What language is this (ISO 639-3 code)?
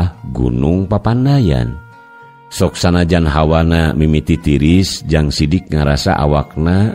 sun